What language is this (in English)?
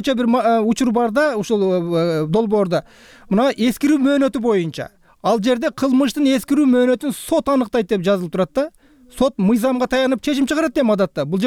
Kyrgyz